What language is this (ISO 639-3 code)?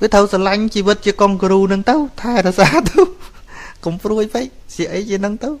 khm